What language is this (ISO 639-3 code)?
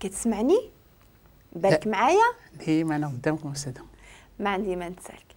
ary